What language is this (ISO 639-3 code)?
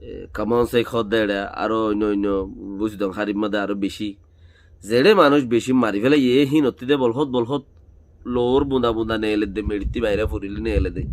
rhg